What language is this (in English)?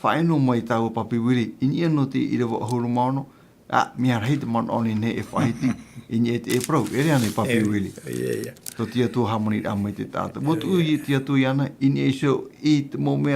Tahitian